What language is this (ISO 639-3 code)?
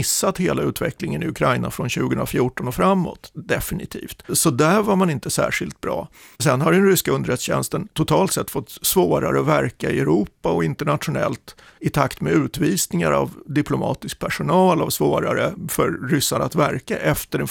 swe